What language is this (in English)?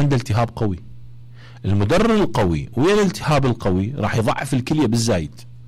Mesopotamian Arabic